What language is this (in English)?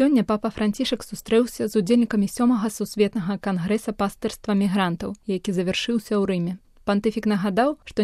Belarusian